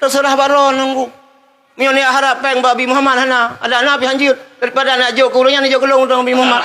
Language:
Achinese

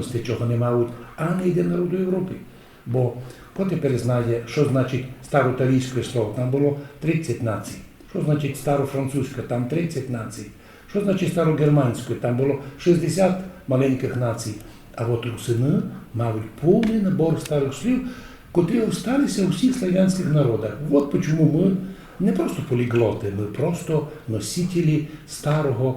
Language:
Rusyn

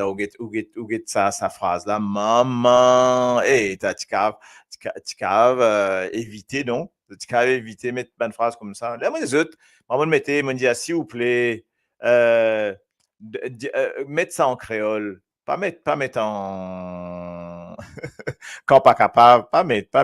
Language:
Morisyen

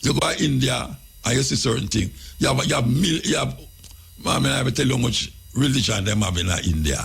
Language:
Jamaican Creole English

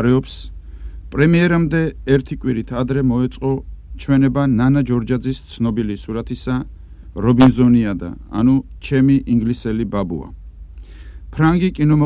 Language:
Georgian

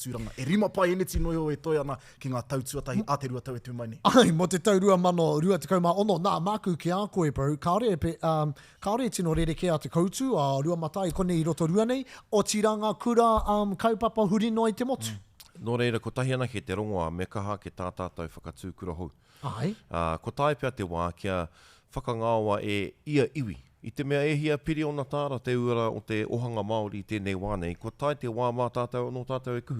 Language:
Māori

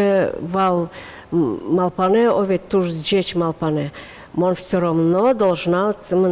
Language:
Udmurt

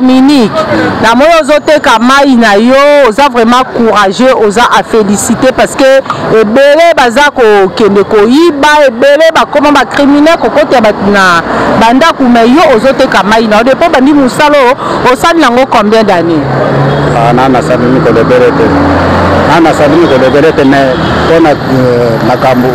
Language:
Lingala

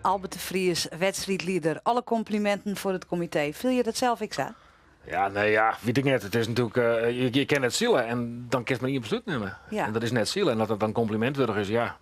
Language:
Western Frisian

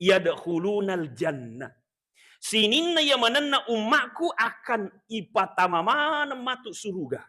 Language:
Buginese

